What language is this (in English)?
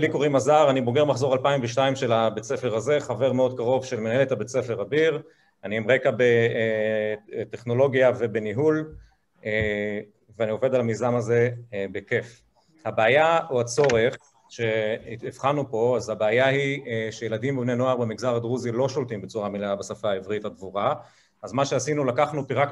Hebrew